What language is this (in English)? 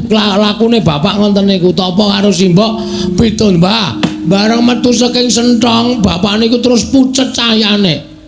Javanese